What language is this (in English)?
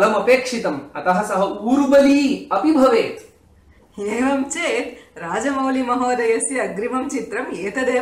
Sanskrit